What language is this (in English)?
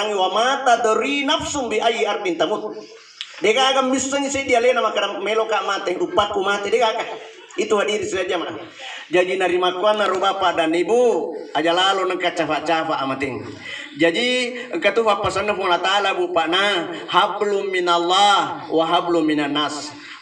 Buginese